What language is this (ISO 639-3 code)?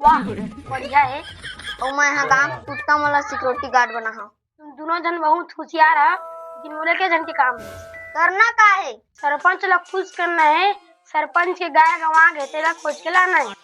hne